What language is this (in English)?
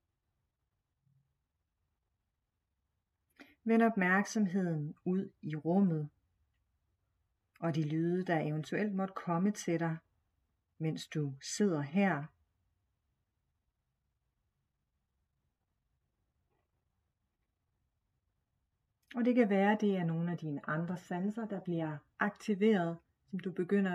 Danish